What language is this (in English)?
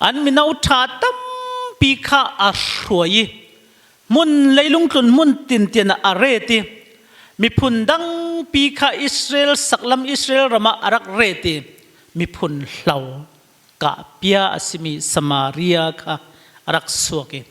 Falam Chin